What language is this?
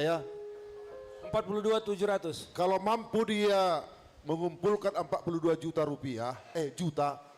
Batak Simalungun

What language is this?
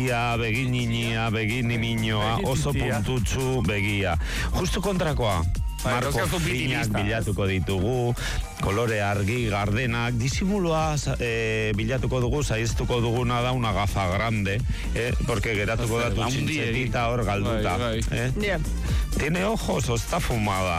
Basque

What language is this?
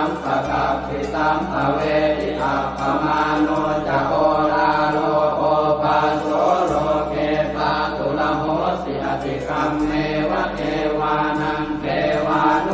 Pali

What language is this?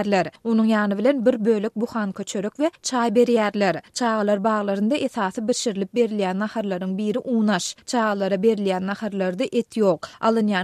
Turkmen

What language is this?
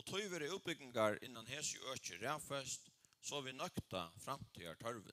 Faroese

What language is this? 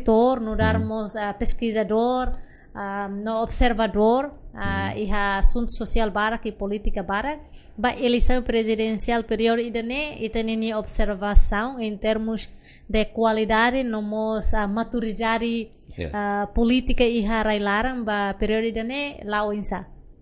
Tetum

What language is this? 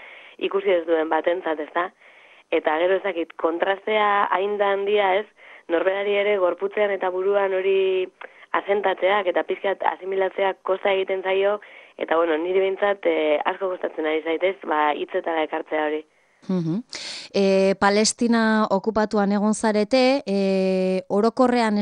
Basque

